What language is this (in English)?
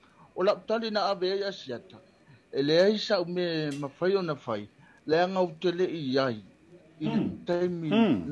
Samoan